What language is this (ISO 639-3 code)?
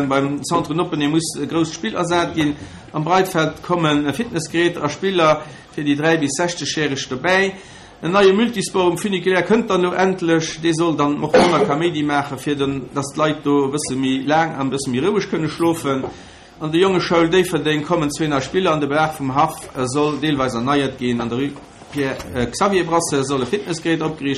ltz